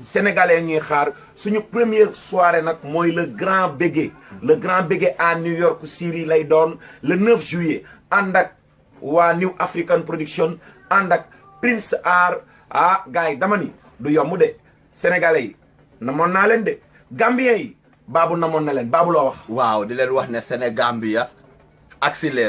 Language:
Wolof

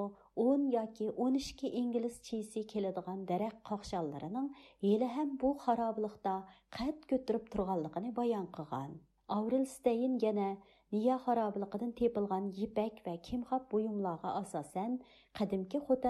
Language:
Uyghur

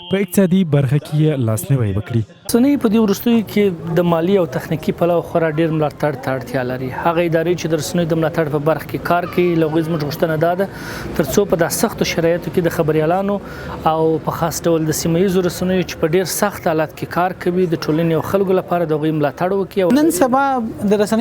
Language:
Pashto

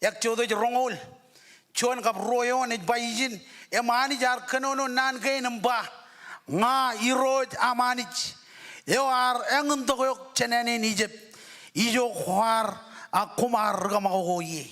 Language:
Marshallese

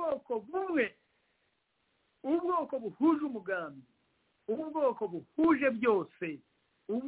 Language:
Kinyarwanda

